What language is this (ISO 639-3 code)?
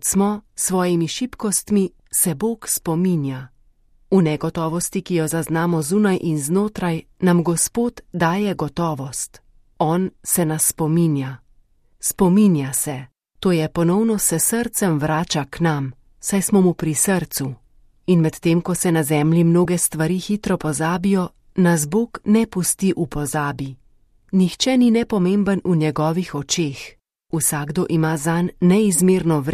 slv